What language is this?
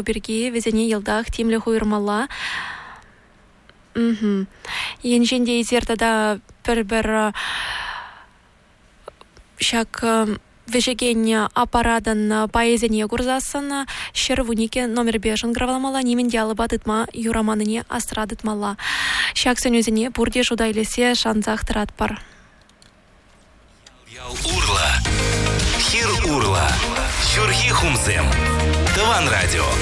Chuvash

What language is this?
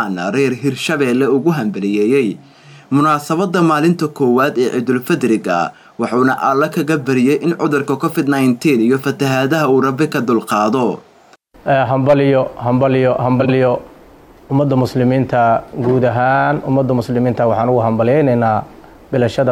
Somali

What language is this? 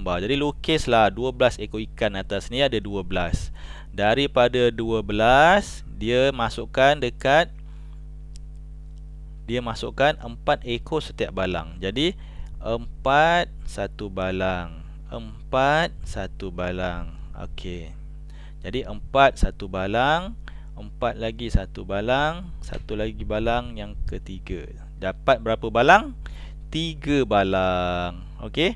Malay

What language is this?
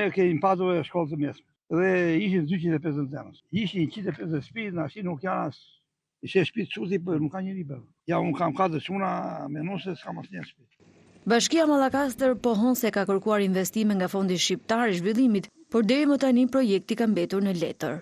Albanian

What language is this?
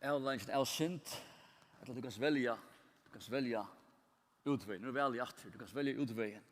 Faroese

